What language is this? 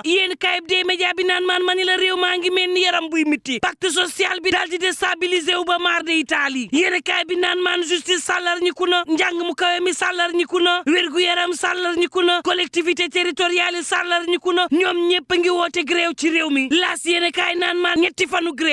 Wolof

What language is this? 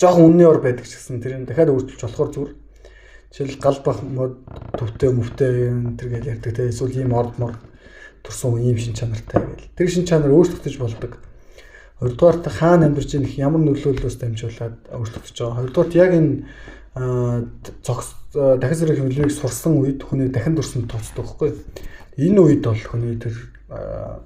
Mongolian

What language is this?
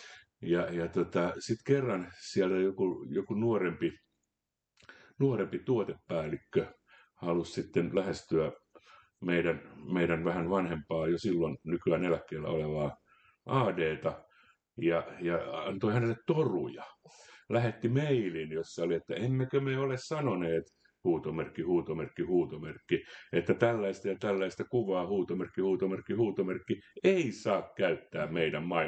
Finnish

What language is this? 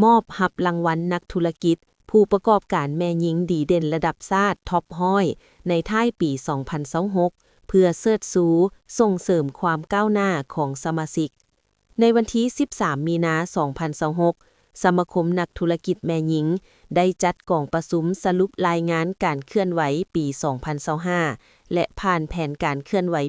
Lao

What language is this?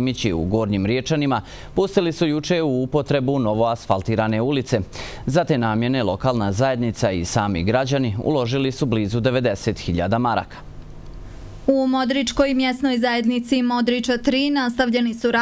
Bosnian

